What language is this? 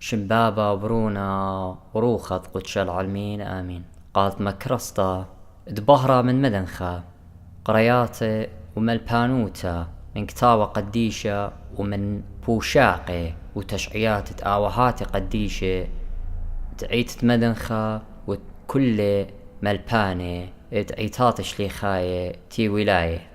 Assyrian Neo-Aramaic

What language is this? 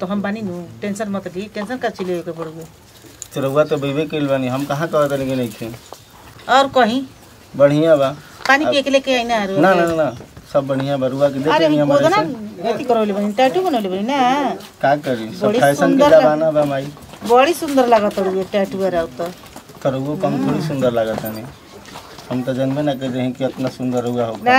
Bhojpuri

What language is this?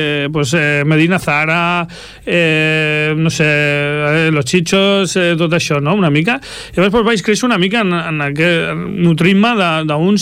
Catalan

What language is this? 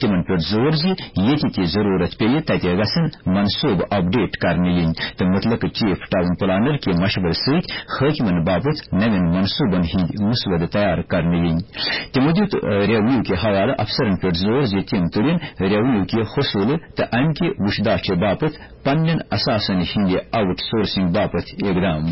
Kashmiri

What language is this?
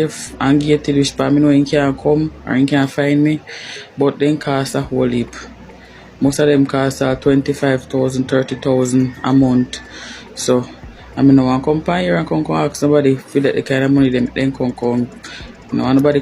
Jamaican Creole English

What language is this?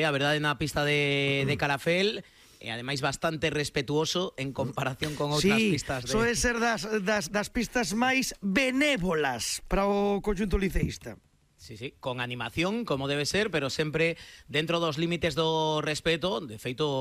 Galician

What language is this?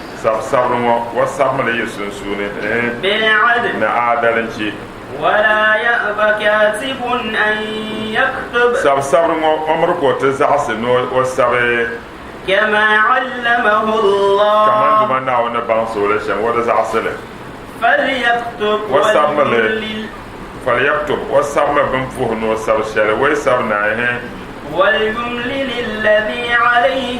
Dagbani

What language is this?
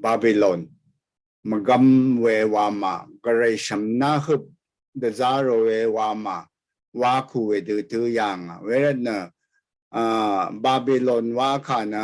Rawang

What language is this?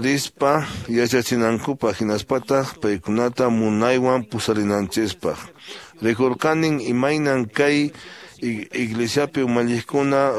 Quechua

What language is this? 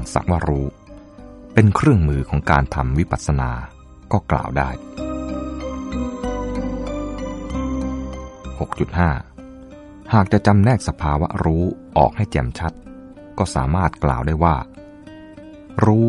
Thai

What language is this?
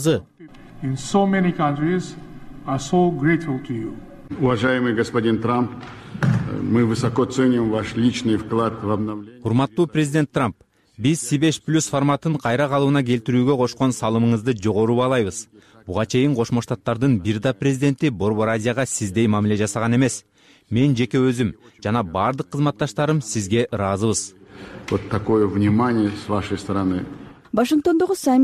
Kyrgyz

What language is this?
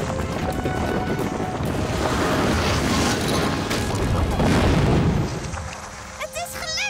Dutch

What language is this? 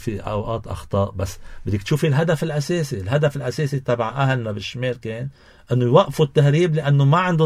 North Levantine Arabic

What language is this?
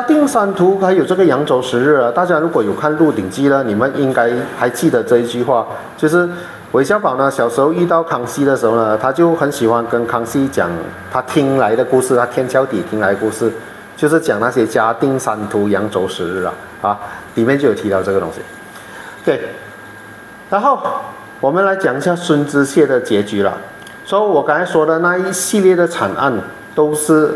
Chinese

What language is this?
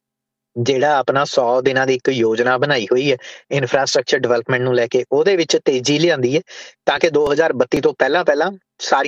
Punjabi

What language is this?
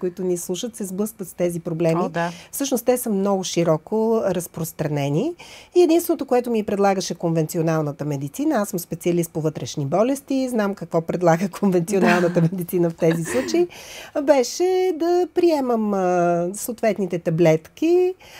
Bulgarian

